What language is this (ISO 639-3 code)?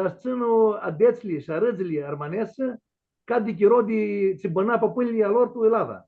rup